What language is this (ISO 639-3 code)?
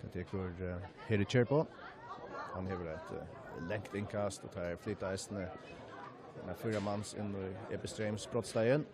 fao